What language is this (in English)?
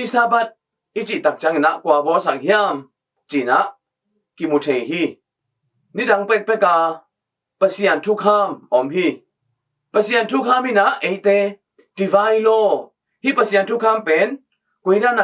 Tedim Chin